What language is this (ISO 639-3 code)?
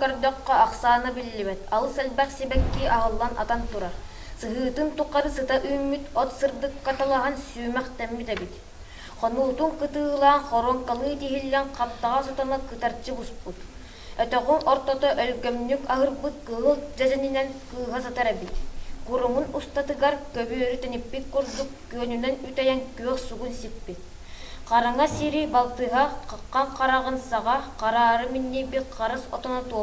sah